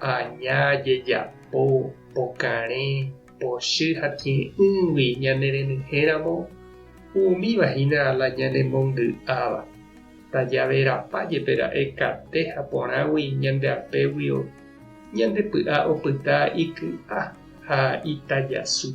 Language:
Guarani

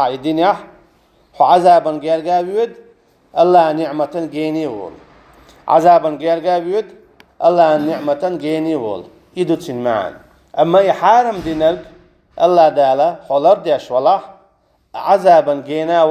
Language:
Chechen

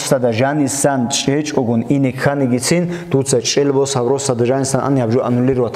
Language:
Avaric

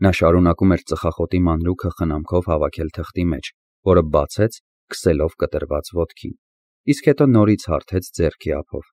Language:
Armenian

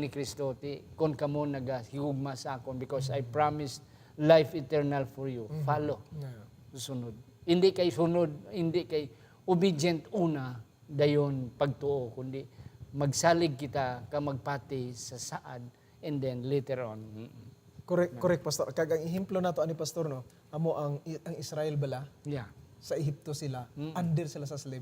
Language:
Hiligaynon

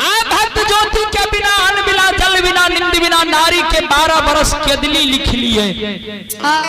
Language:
Maithili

